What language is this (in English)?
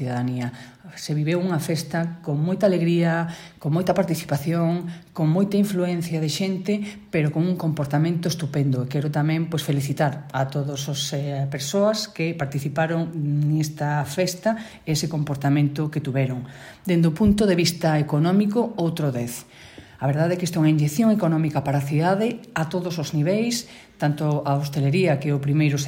Galician